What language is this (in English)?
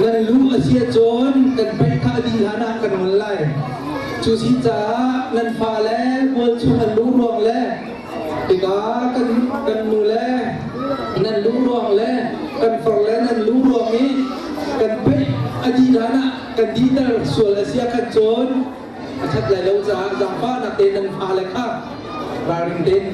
Hakha Chin